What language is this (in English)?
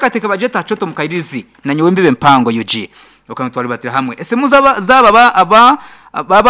Nyankole